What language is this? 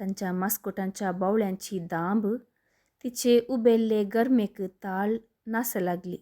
Konkani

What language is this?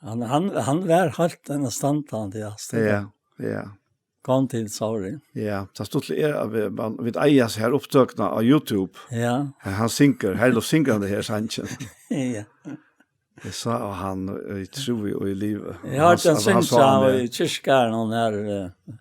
Faroese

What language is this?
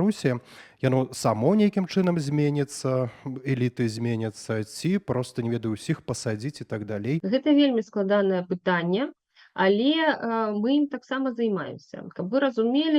Belarusian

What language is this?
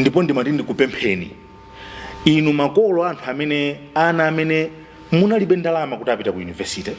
Nyanja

